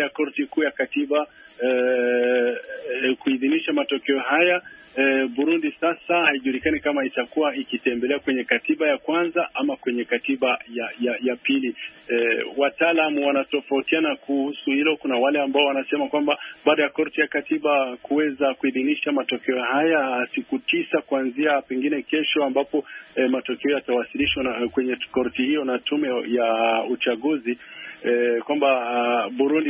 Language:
Swahili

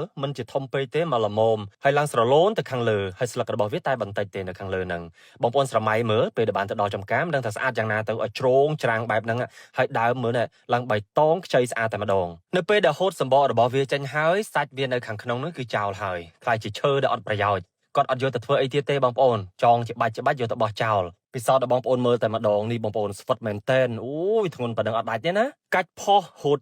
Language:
Khmer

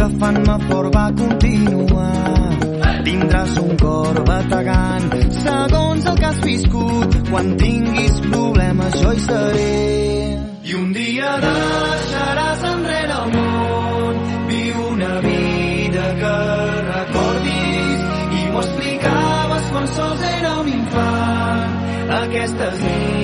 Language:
Catalan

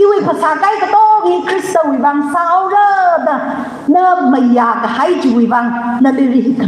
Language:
Tangkhul Naga (India)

